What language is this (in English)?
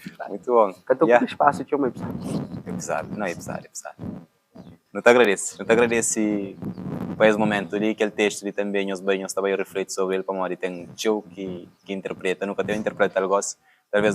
Kabuverdianu